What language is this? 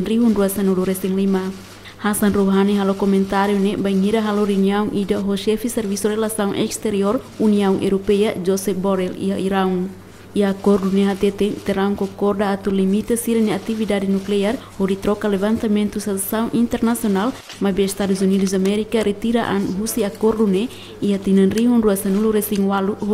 Tetum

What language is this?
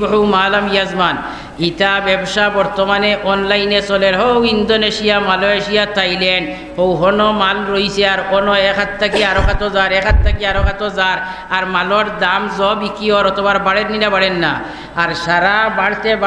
Sylheti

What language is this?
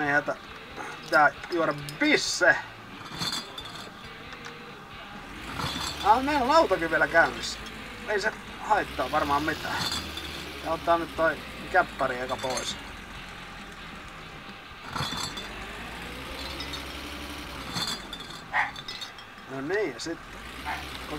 Finnish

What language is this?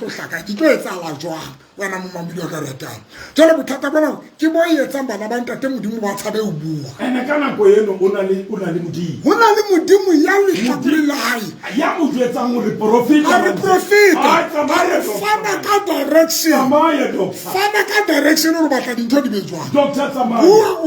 Southern Sotho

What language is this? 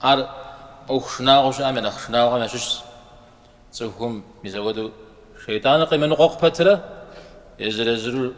Kabardian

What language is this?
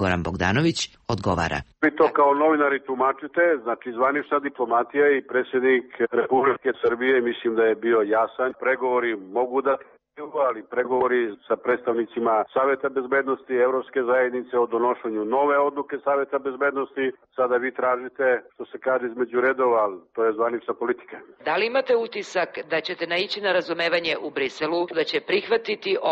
Serbian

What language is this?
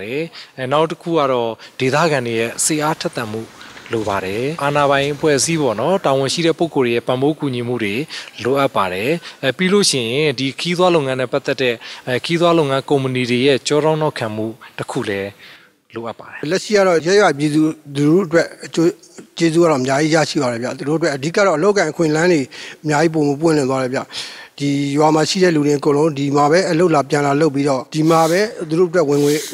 Burmese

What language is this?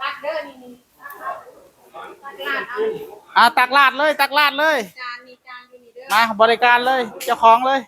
Northeastern Thai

